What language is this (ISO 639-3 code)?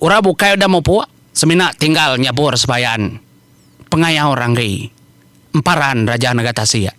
iba